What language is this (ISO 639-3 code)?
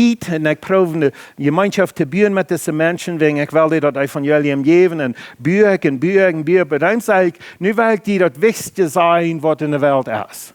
pdt